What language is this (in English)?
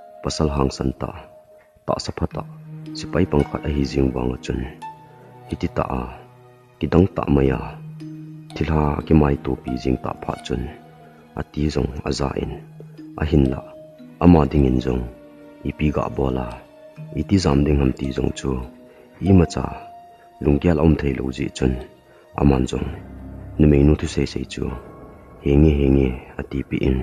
Thado Chin